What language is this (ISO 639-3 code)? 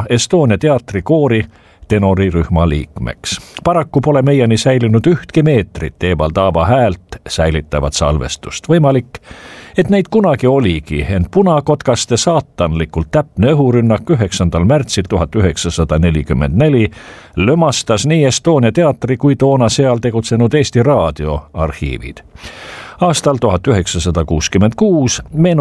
est